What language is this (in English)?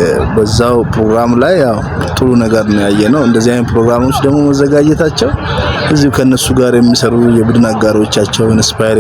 Amharic